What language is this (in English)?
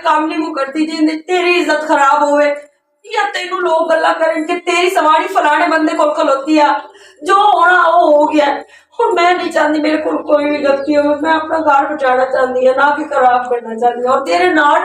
Western Panjabi